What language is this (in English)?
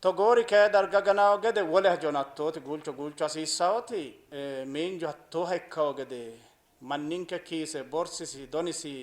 Sidamo